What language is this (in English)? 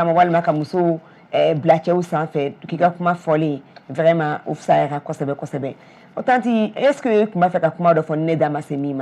Bambara